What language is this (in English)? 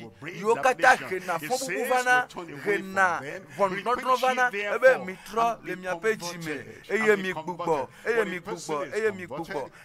Ewe